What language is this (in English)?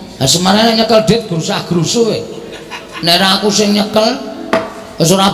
Javanese